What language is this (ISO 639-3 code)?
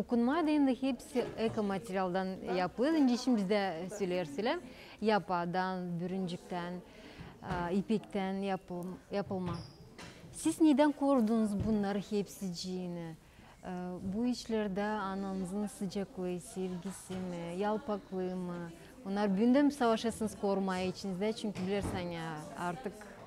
gag